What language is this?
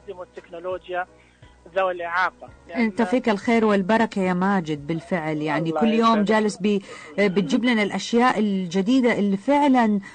Najdi Arabic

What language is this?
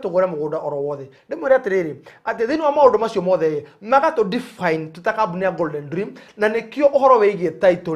Kikuyu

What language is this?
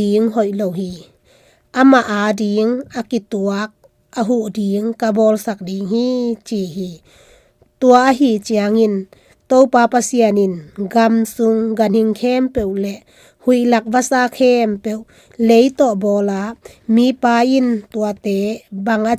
Tedim Chin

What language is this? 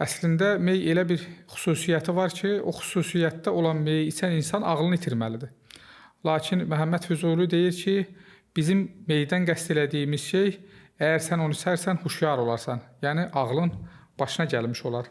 Azerbaijani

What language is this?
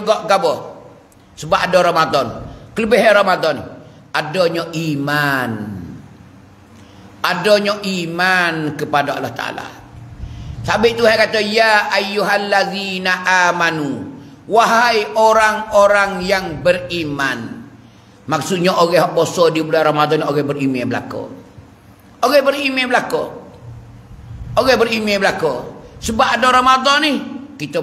Pattani Malay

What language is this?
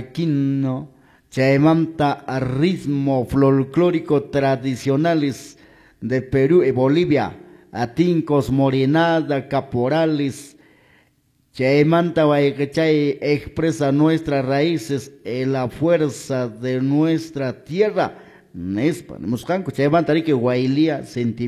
Quechua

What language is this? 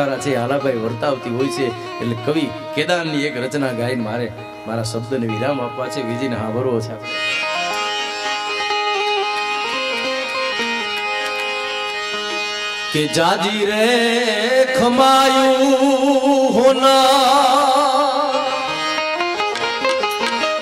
Gujarati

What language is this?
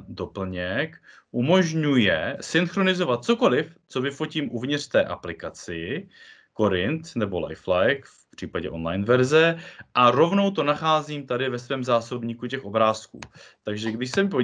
Czech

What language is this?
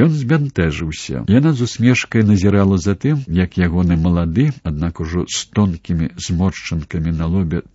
Belarusian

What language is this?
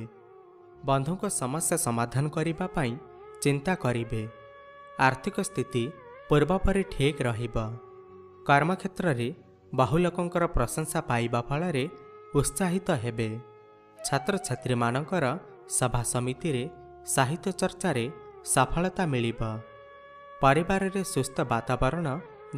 Odia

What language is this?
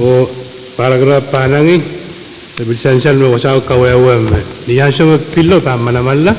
Pohnpeian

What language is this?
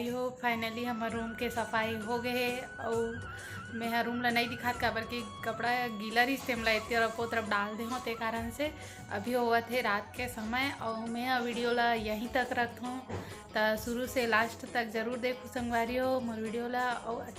Chhattisgarhi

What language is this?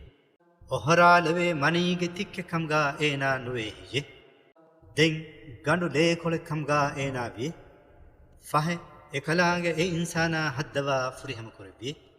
Divehi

